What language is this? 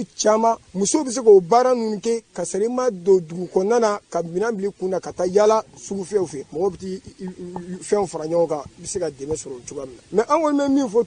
Bambara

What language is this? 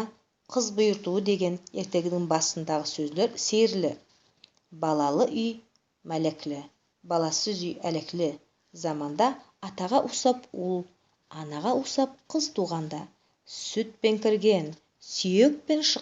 Nogai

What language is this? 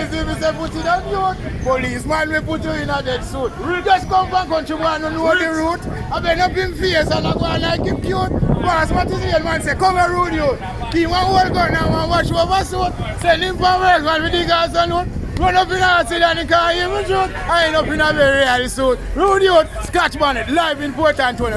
Jamaican Creole English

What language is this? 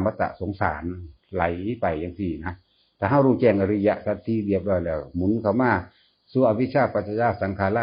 Northeastern Thai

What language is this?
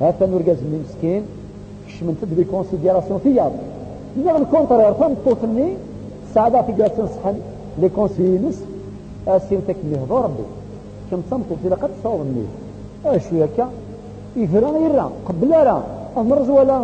Kabyle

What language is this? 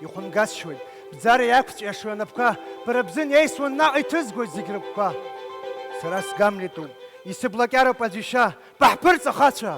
Abkhazian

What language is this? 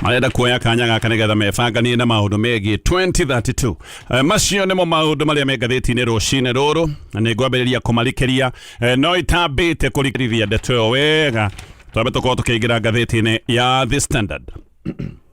Kikuyu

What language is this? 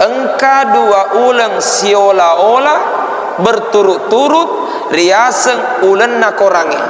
Buginese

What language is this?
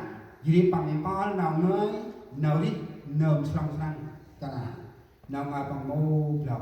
Central Mnong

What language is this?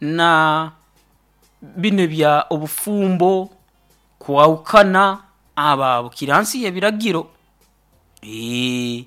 Nyoro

